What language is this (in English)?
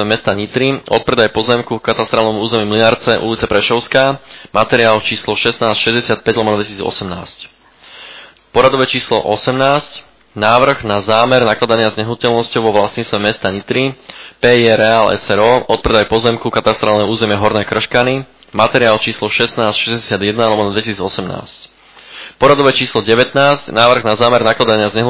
Slovak